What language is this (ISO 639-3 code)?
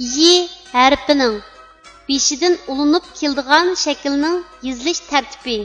uig